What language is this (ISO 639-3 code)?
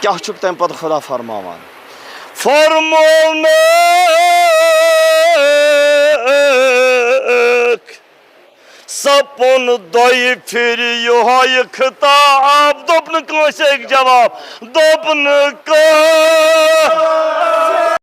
kas